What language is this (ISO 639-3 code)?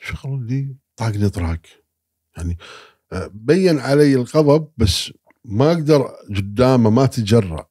afb